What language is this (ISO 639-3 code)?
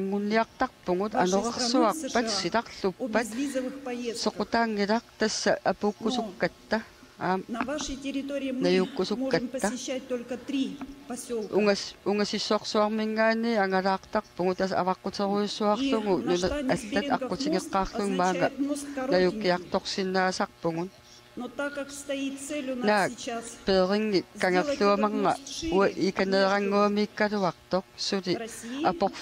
kal